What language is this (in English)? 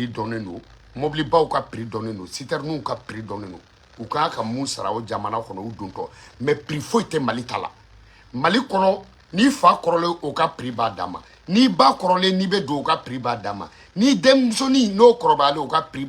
Bambara